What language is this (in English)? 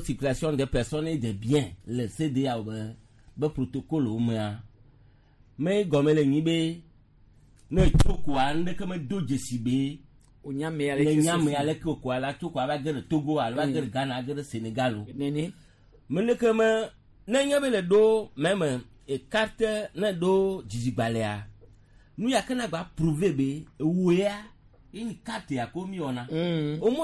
Gen